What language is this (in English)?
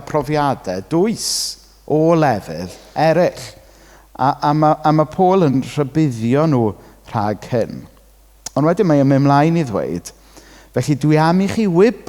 Welsh